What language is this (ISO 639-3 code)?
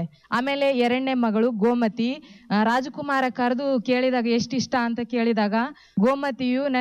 kan